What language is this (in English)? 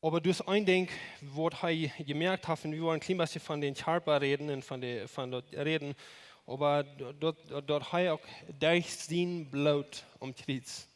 Plautdietsch